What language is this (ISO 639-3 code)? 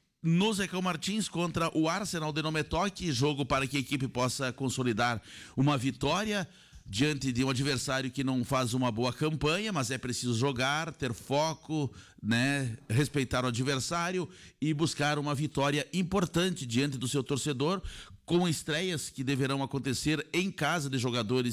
por